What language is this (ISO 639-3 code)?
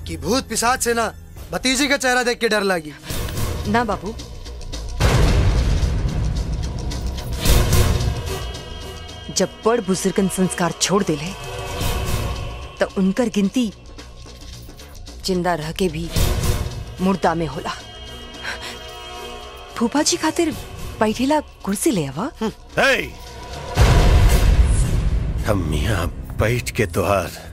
bho